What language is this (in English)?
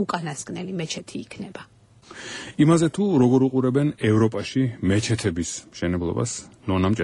Georgian